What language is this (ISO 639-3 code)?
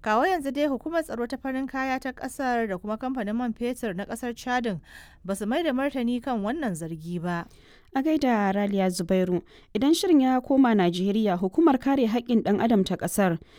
hau